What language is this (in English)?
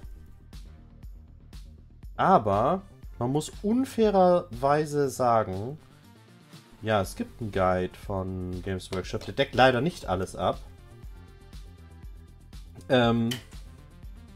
German